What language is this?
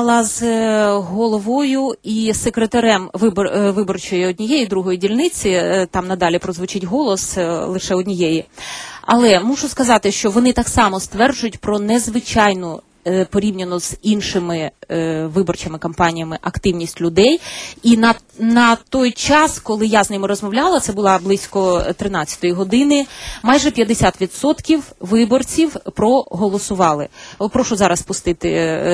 Ukrainian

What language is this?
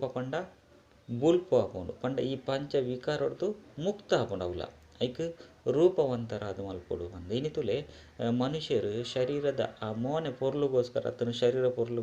Tulu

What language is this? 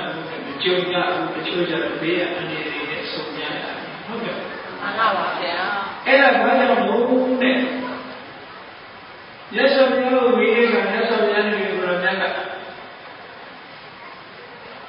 Burmese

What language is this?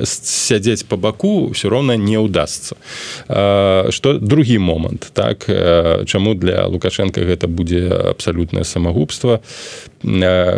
Belarusian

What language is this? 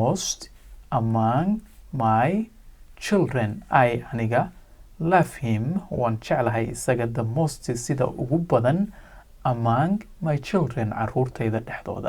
Somali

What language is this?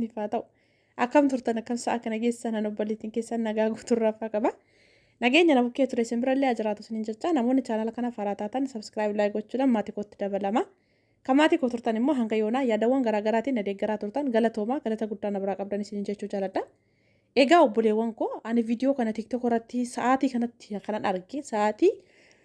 Oromo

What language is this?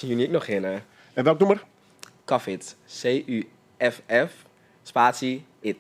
Western Frisian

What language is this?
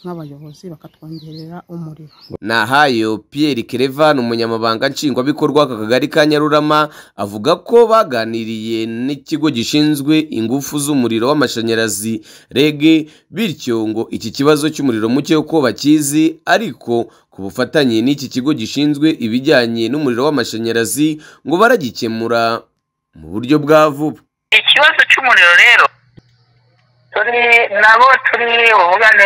Kinyarwanda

